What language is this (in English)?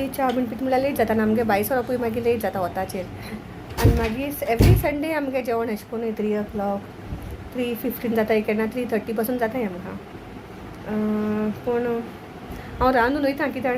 Konkani